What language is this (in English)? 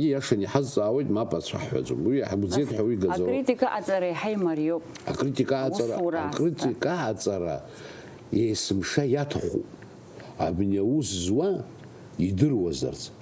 Abkhazian